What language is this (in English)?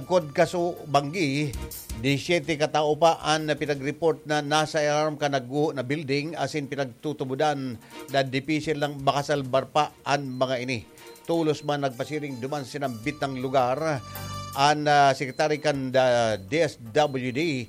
Bikol